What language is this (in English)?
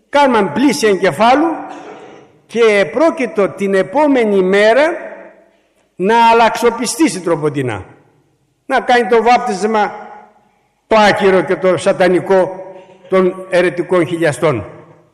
Greek